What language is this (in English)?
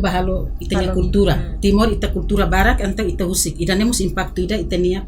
Tetum